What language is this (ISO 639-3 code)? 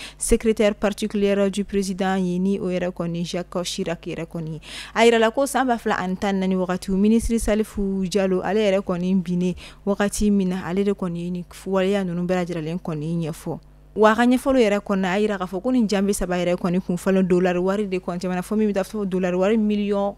bam